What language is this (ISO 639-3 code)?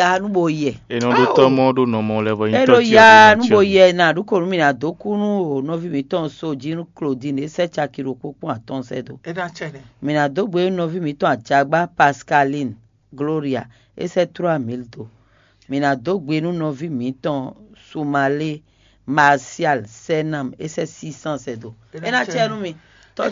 fon